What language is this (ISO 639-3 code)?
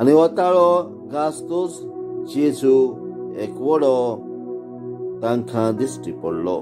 kok